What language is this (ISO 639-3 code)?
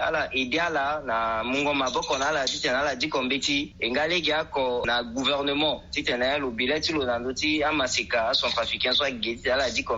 sag